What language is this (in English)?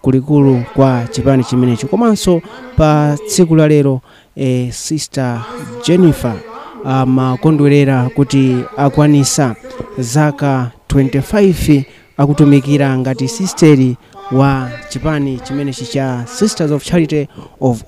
Nyanja